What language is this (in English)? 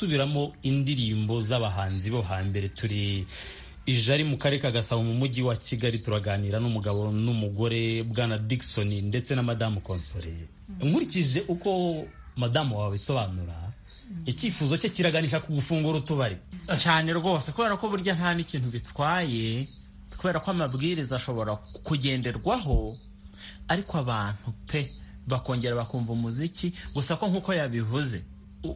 Kinyarwanda